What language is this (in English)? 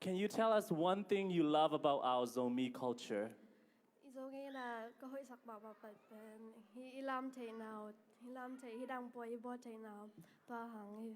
Tedim Chin